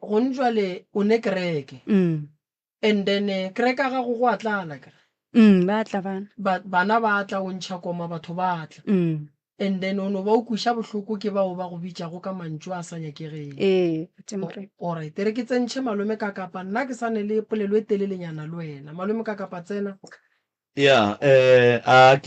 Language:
Northern Sotho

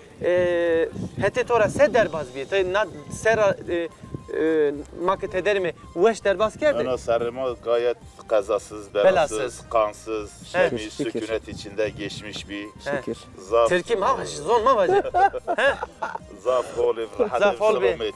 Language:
Zaza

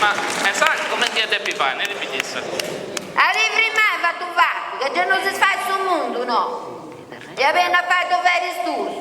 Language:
Sardinian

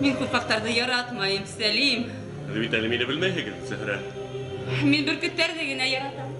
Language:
Bashkir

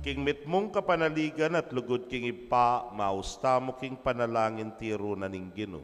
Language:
Pampanga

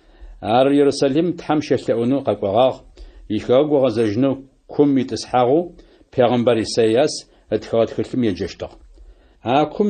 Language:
Adyghe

